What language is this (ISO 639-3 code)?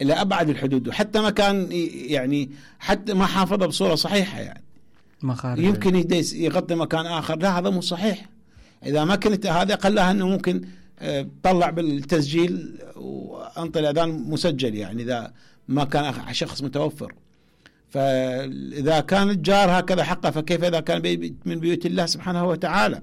acm